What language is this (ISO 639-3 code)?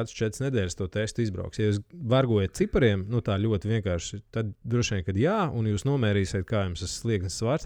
lav